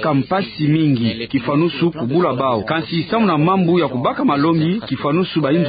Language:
Kituba (Democratic Republic of Congo)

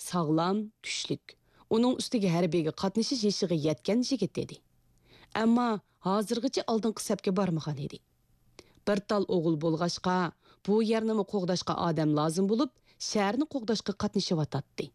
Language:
Uyghur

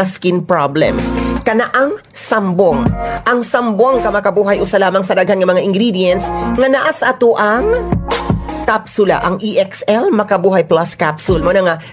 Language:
Cebuano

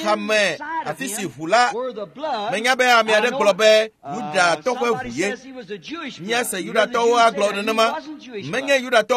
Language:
Ewe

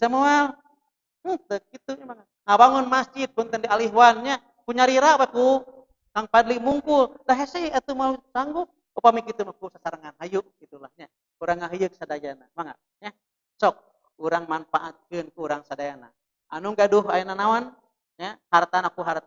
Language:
Sundanese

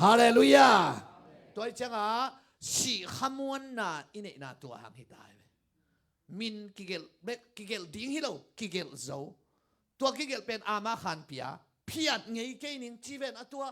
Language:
Tedim Chin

